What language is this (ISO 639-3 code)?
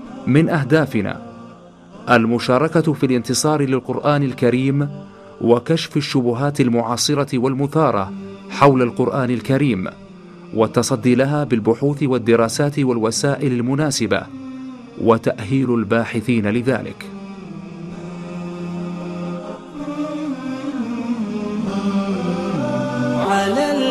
ara